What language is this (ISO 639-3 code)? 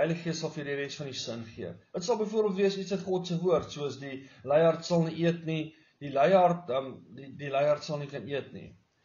afr